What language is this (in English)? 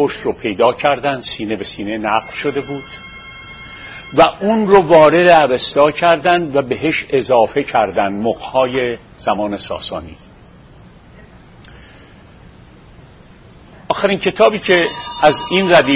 Persian